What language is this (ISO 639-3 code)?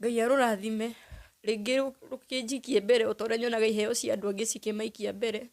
kik